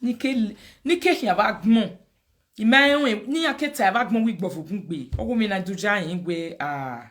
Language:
Nigerian Pidgin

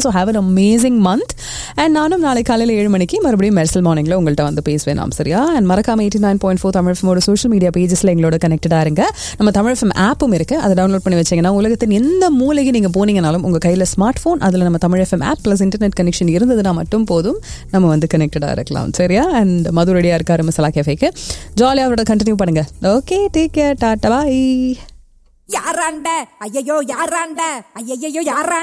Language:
Tamil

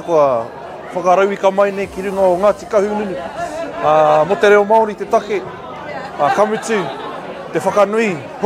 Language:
Māori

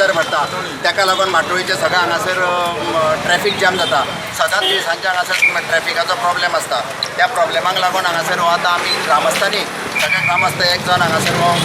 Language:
Konkani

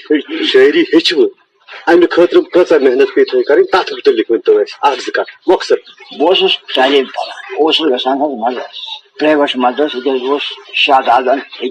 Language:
Kashmiri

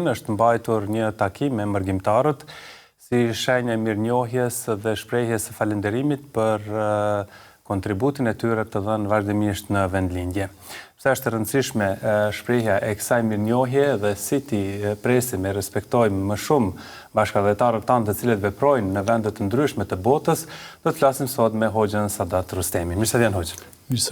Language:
Albanian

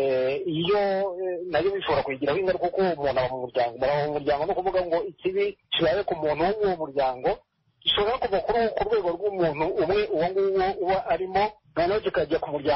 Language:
Kinyarwanda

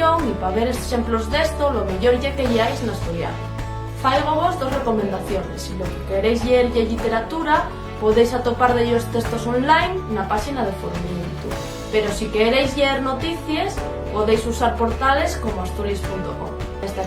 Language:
Asturian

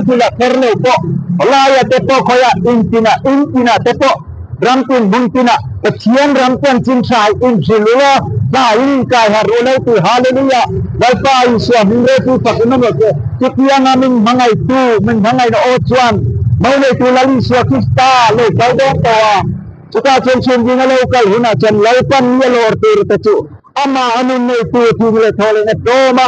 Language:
Mizo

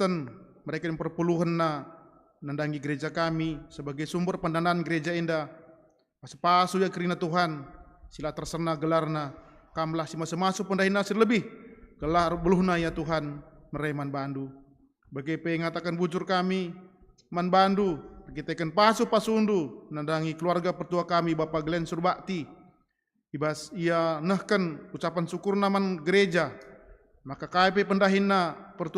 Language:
Batak Karo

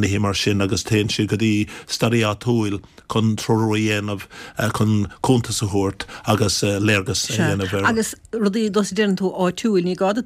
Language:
Irish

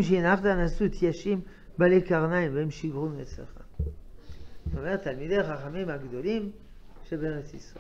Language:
Hebrew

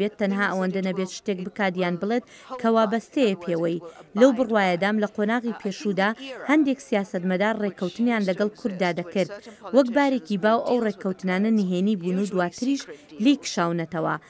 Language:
Central Kurdish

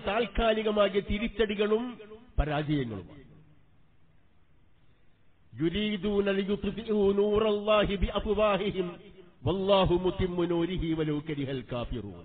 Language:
Malayalam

